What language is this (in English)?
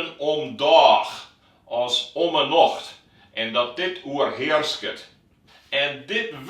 Western Frisian